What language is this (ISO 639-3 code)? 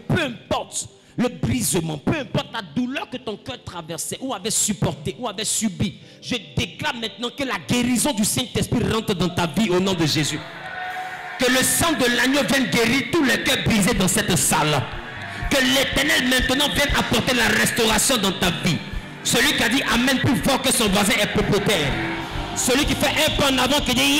fra